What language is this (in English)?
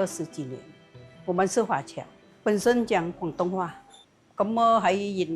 Hakka Chinese